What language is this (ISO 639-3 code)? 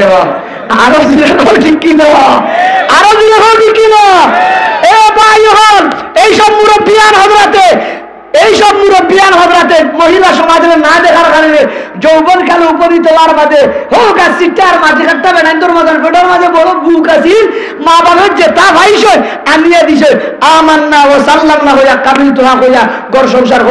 syl